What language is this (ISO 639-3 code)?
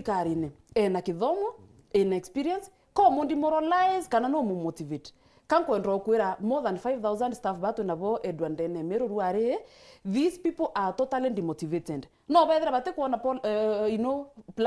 mer